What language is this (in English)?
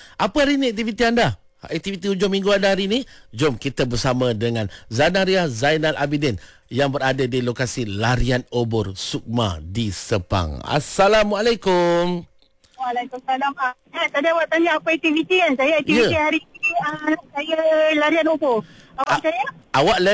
Malay